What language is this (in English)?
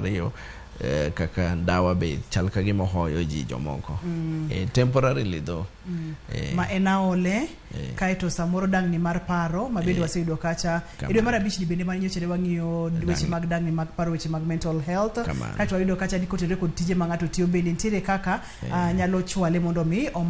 Luo (Kenya and Tanzania)